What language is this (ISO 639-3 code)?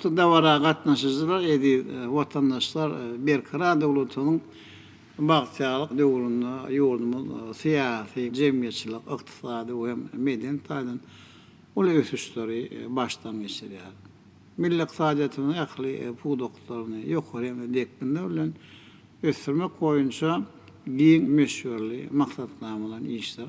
tuk